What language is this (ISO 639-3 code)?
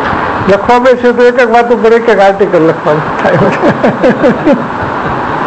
guj